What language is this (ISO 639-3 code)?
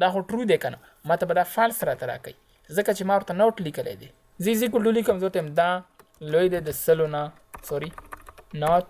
pus